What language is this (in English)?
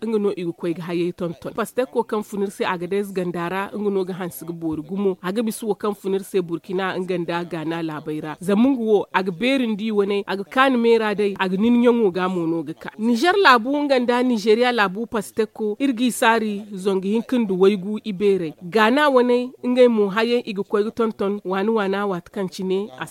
Zarma